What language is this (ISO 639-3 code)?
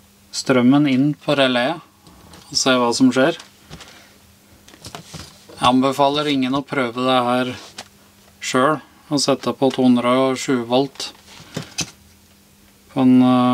nor